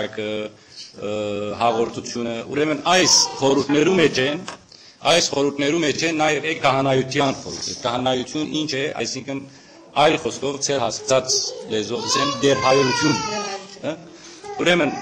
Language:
Western Armenian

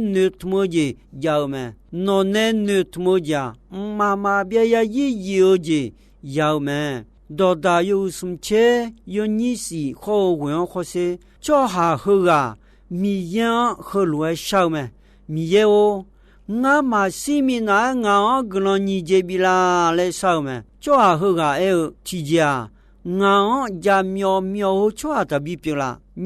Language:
Akha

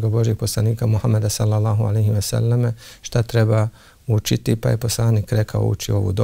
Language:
Bosnian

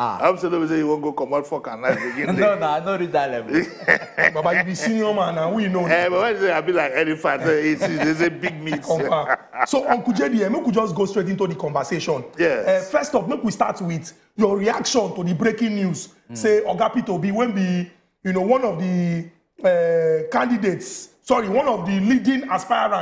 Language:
Nigerian Pidgin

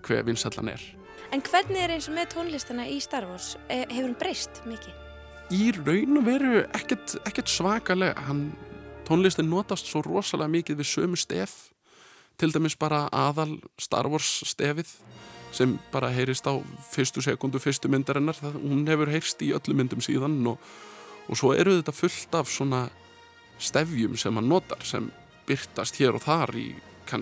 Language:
Icelandic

